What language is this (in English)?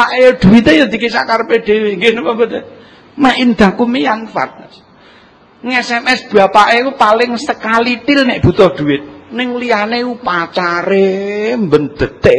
Javanese